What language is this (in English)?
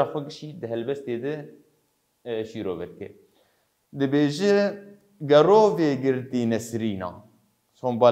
Kurdish